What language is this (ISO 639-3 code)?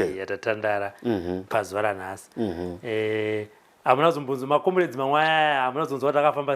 sna